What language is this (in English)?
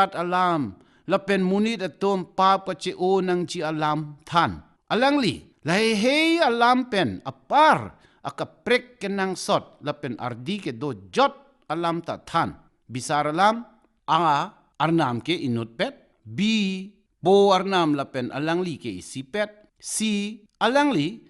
Karbi